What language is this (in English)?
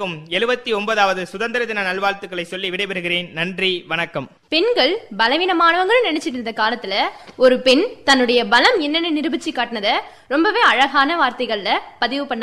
Tamil